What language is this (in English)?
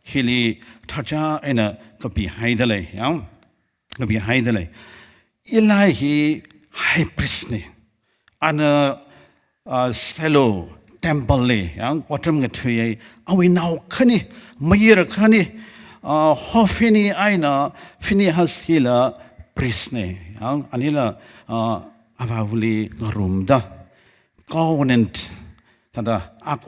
Tangkhul Naga (India)